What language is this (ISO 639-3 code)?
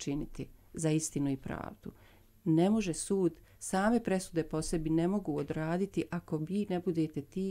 bos